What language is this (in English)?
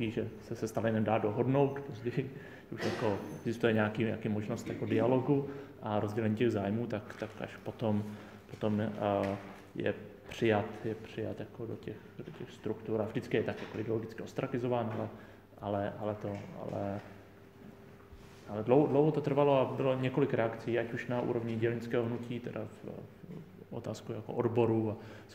Czech